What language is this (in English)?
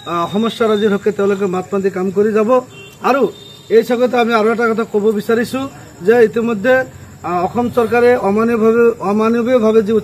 Assamese